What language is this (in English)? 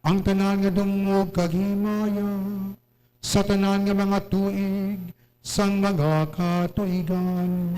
Hiligaynon